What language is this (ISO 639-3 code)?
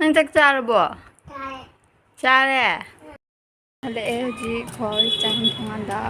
mni